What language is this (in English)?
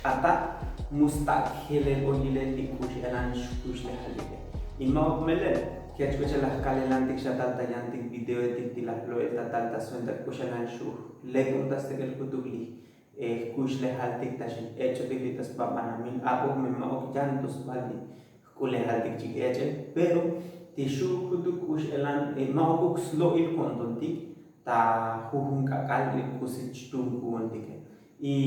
Tzotzil